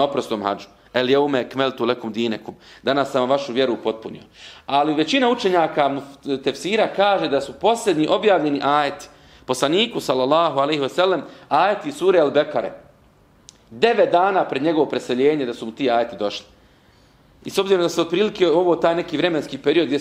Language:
Bosnian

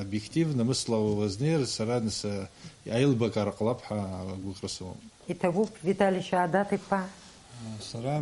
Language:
Abkhazian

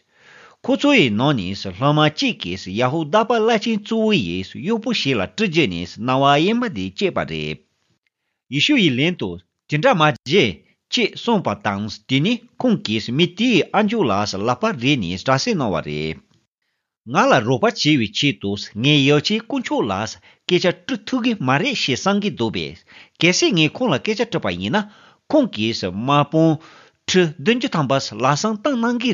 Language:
Tibetan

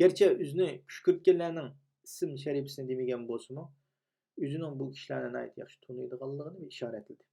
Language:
Uyghur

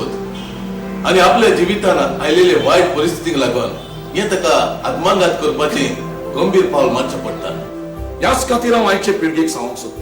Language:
Konkani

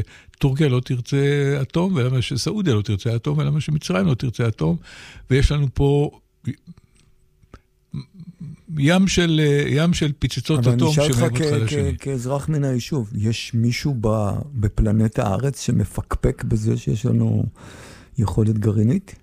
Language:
Hebrew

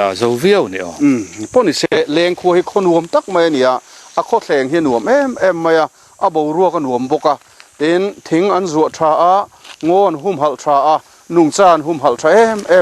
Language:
Mizo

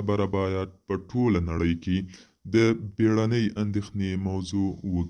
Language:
Pashto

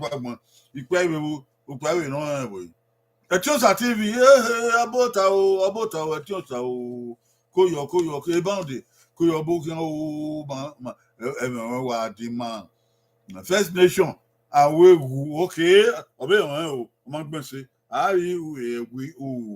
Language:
Bini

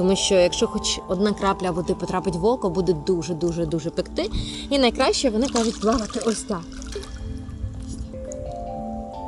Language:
Ukrainian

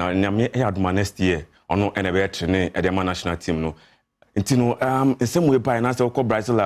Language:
Akan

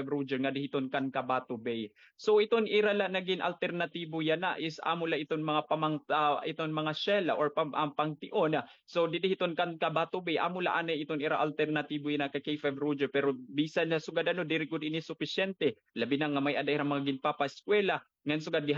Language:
Waray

